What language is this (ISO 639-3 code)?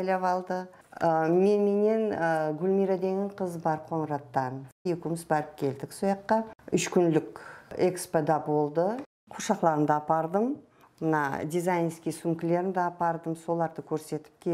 kaa